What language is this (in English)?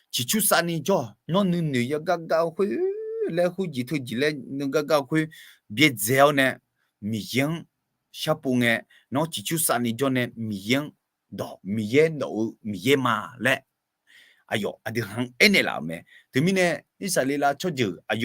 Akha